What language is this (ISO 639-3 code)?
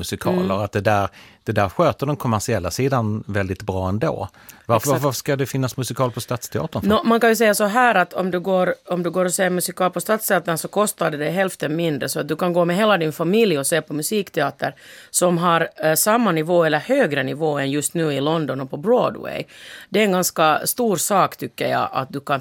swe